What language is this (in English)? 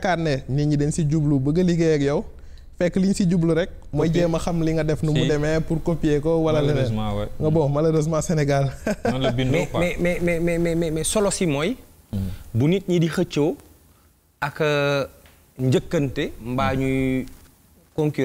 Wolof